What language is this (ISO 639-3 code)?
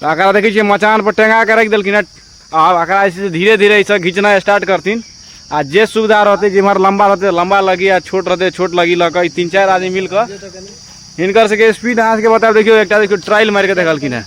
mai